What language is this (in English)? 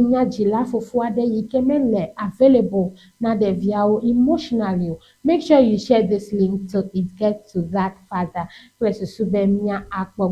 Ewe